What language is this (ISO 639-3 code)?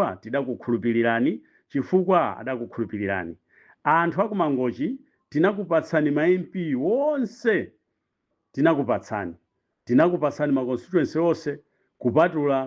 nya